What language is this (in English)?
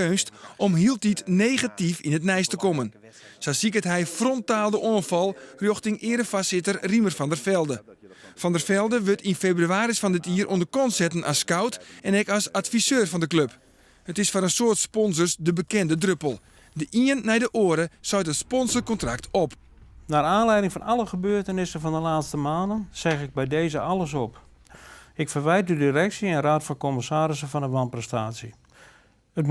Western Frisian